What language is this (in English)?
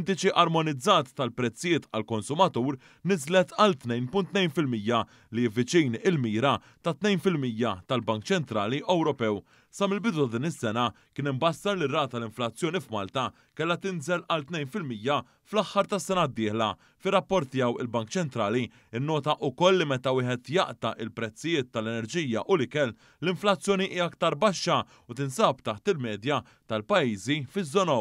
Maltese